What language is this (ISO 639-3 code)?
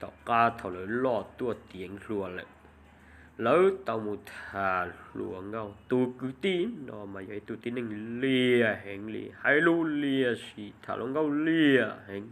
hmn